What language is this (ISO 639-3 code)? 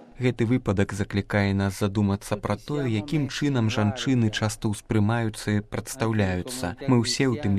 bel